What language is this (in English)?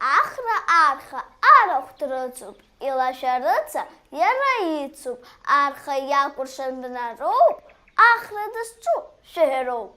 Abkhazian